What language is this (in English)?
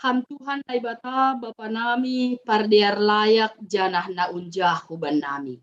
Batak Simalungun